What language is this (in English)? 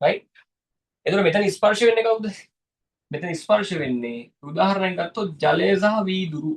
Sinhala